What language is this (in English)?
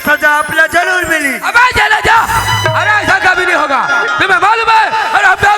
Chhattisgarhi